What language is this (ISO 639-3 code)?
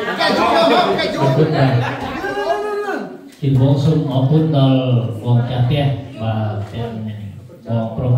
khm